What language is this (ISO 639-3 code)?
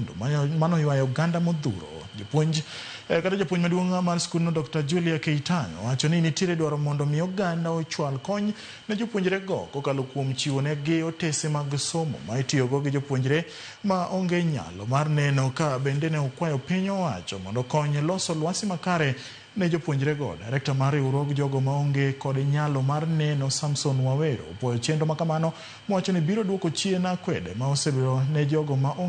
luo